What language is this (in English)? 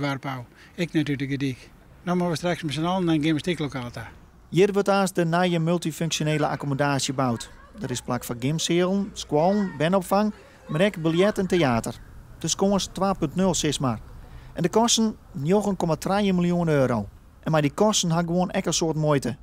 Western Frisian